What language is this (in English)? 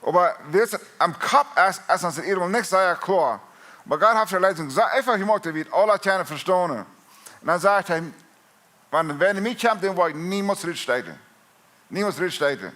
Plautdietsch